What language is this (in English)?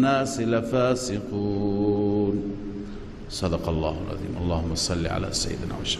Persian